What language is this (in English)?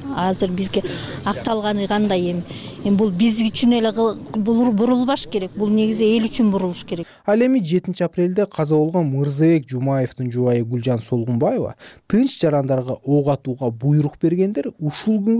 Kyrgyz